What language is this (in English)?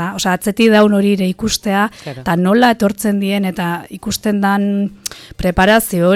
Basque